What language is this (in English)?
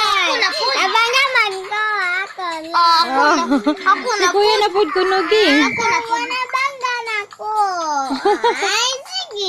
Cebuano